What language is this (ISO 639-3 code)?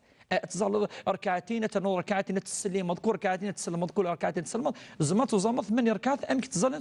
kab